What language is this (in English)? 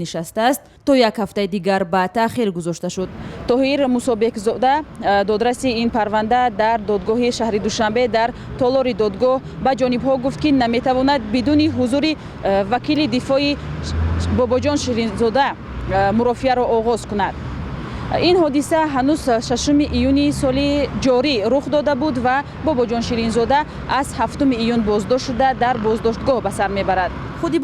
Tajik